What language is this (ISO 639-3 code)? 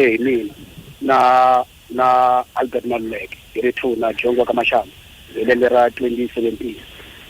tso